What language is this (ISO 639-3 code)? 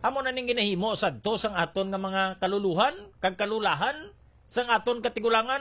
hil